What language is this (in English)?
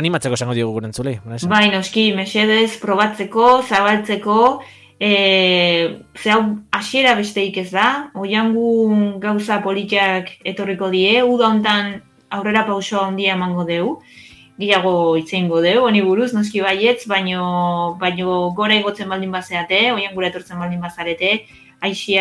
Basque